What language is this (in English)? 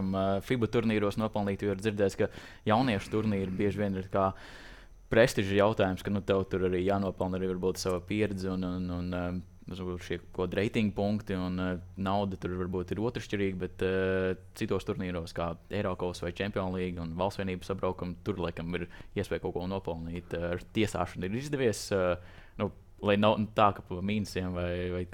Latvian